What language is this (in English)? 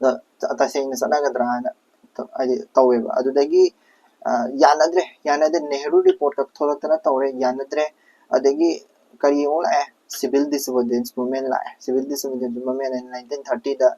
Manipuri